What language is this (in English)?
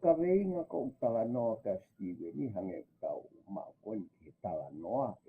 Tongan